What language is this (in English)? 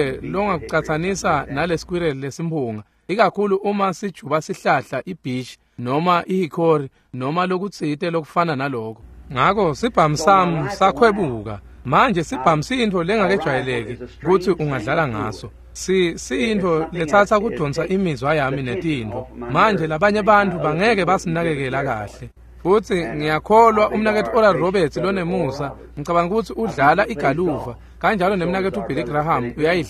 Swati